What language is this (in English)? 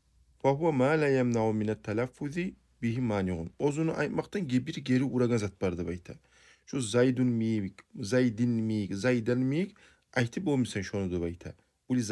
Kumyk